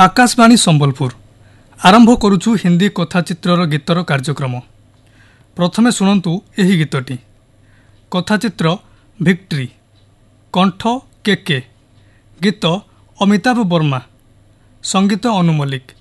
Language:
Odia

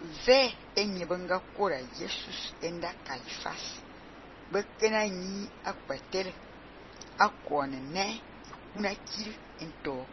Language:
Fang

